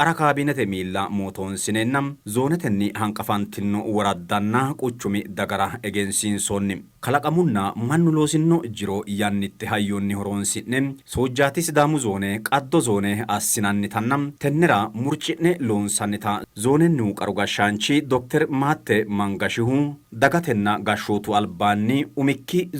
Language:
Sidamo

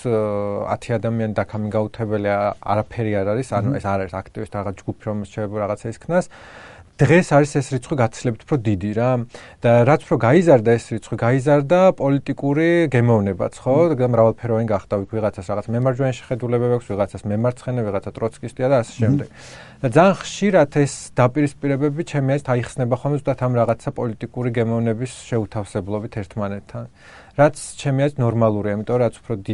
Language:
Georgian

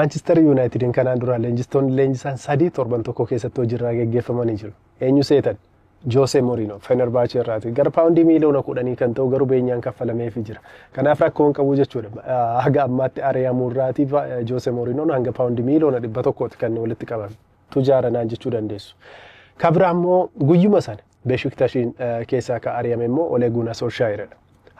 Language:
Oromo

